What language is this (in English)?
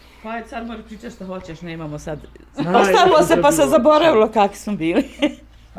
Bosnian